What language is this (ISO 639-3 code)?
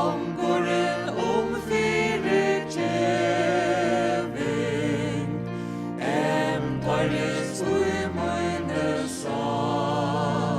fao